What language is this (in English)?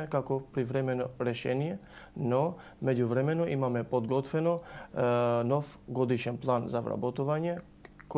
Macedonian